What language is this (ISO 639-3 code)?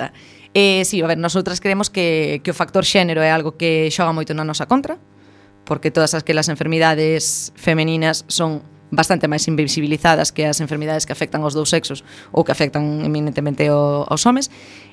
glg